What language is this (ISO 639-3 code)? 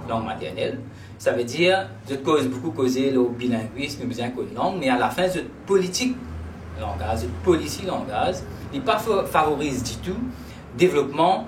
mfe